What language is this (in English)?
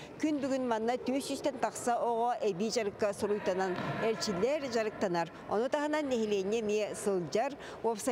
Yakut